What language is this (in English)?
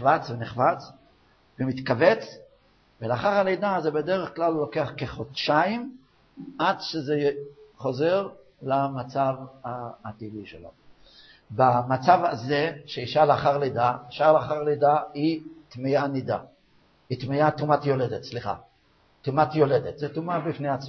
Hebrew